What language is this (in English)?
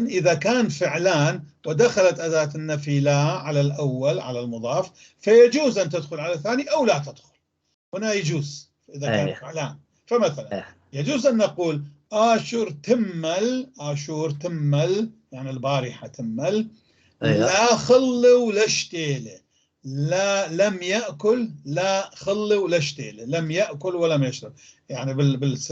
North Levantine Arabic